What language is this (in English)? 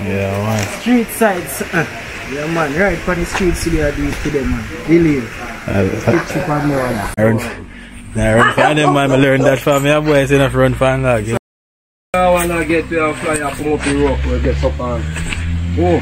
Jamaican Creole English